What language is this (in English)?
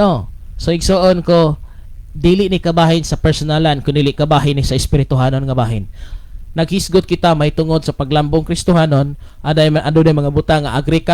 Cebuano